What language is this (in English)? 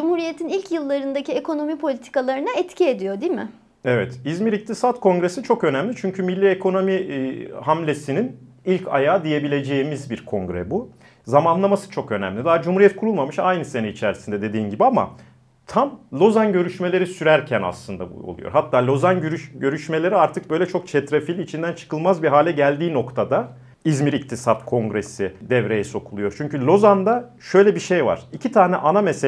Turkish